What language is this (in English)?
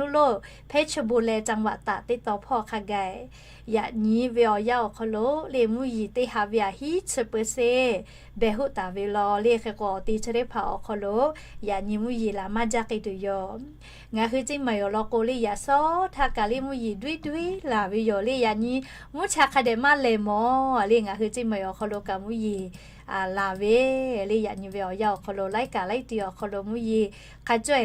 Lahu